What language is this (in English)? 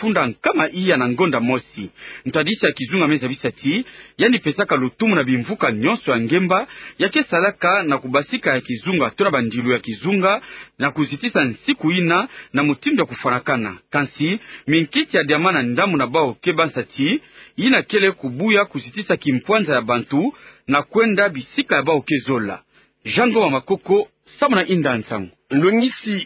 Kituba (Democratic Republic of Congo)